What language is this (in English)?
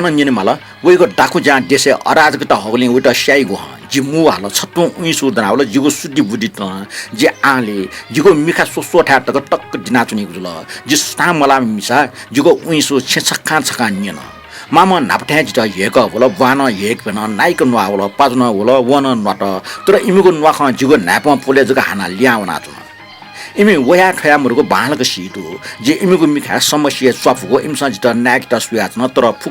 Newari